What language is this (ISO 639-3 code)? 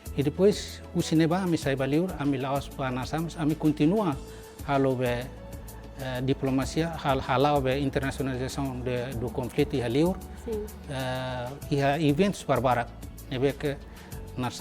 tet